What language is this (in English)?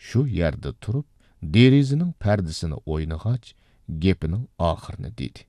Uyghur